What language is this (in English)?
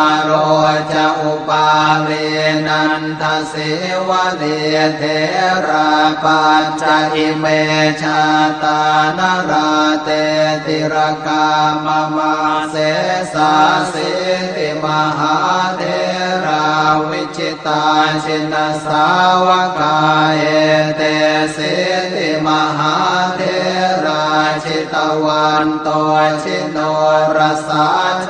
Pali